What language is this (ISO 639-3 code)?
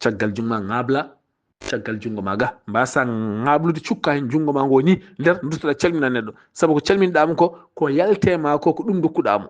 ful